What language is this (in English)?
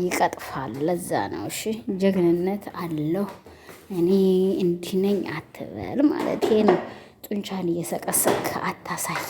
Amharic